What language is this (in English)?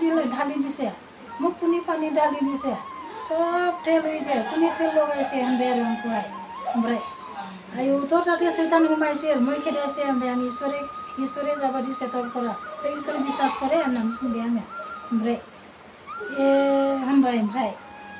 Bodo